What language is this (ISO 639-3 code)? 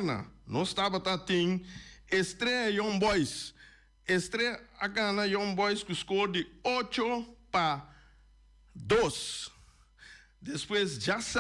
pap